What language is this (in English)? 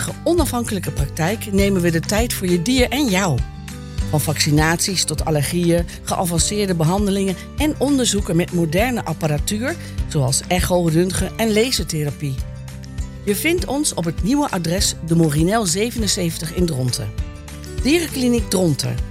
Dutch